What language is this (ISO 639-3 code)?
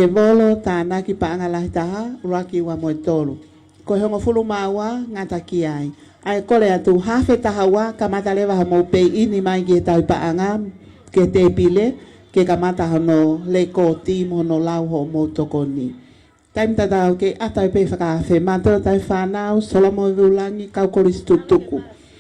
ton